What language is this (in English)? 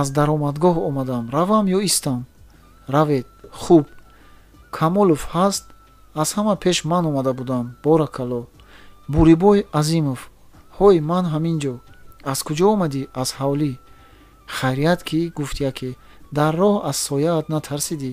Tajik